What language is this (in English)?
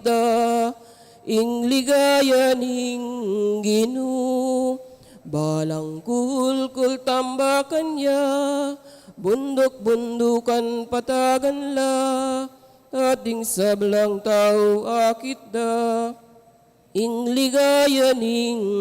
Pampanga